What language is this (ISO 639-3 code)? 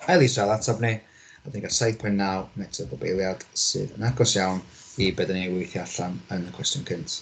cym